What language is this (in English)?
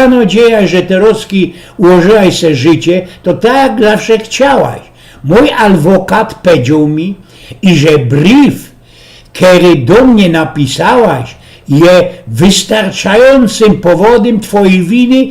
Silesian